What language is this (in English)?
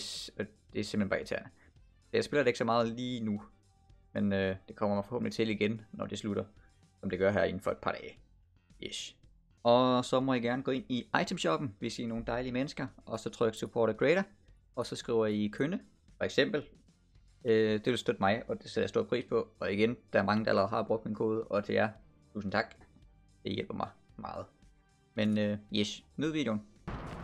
Danish